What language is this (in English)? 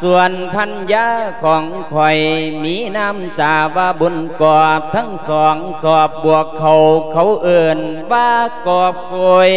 Lao